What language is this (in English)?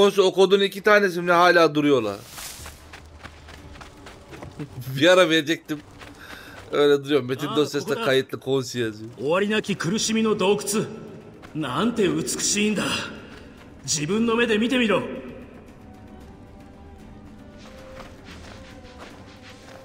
Turkish